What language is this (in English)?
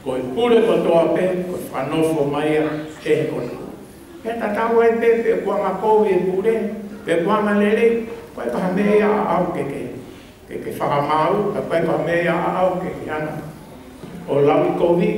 Tongan